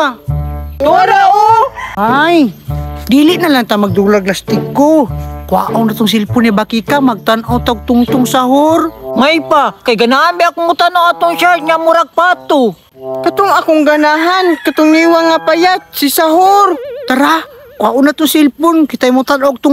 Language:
Cebuano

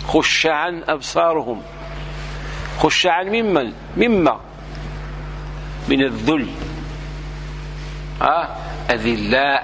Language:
Moroccan Arabic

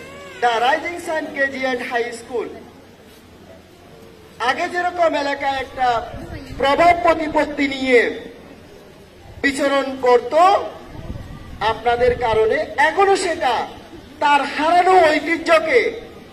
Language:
Bangla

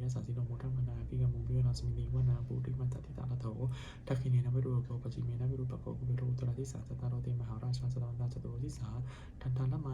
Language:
Pali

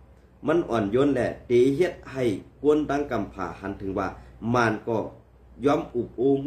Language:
Shan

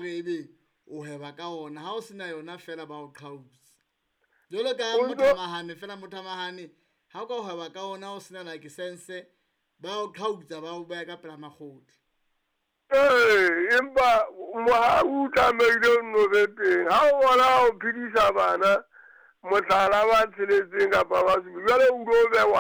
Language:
Southern Sotho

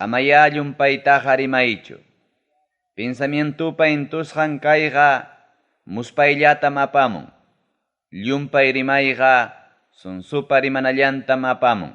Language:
Ayacucho Quechua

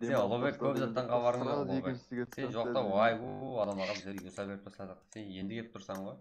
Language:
Kara-Kalpak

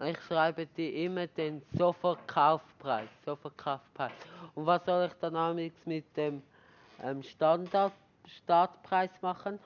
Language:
Swiss German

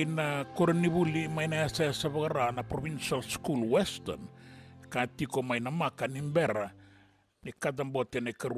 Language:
Fijian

